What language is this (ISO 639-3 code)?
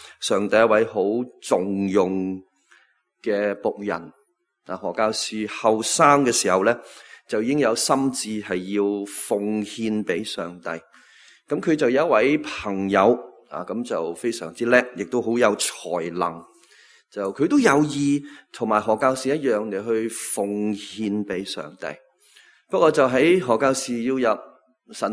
yue